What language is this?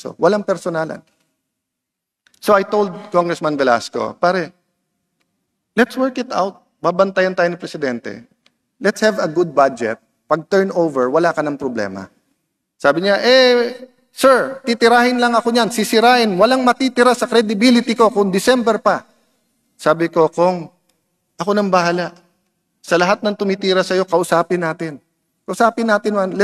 Filipino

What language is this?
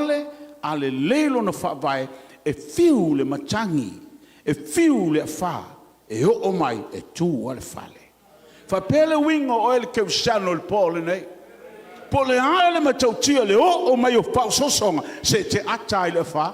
Samoan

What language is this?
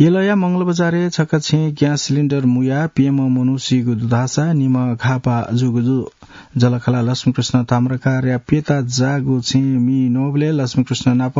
Newari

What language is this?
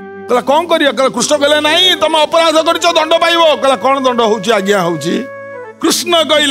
Odia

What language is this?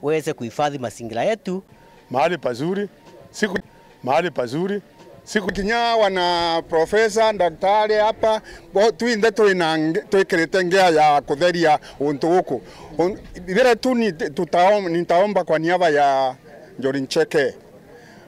Meru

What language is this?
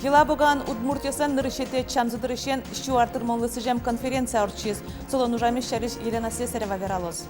Udmurt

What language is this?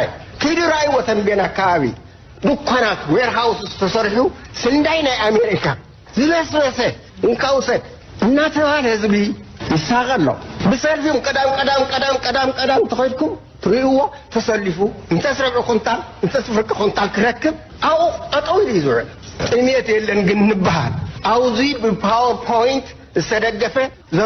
Tigrinya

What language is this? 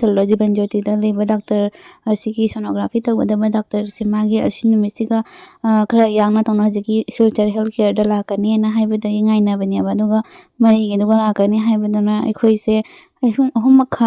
Manipuri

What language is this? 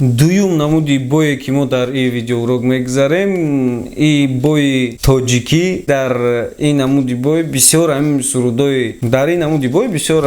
Tajik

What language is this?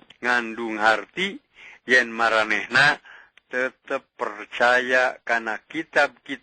Sundanese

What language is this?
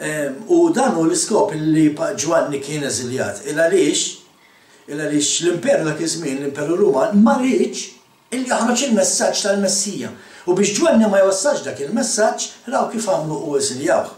Maltese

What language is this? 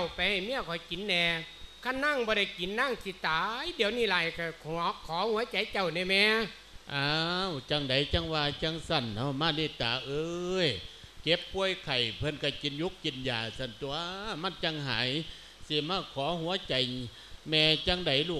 Lao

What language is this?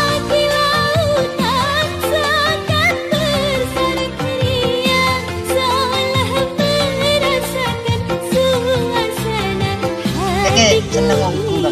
Madurese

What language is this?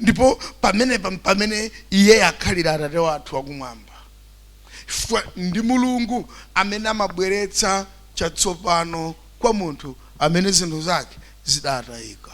Nyanja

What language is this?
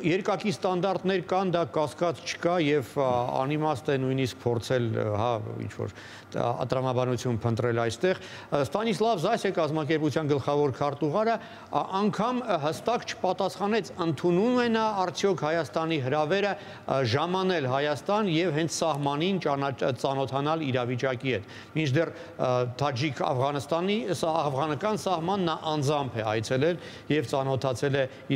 Armenian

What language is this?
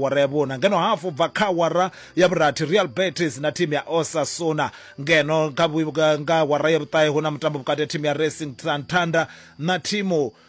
Venda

